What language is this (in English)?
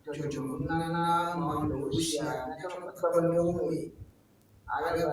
Ewe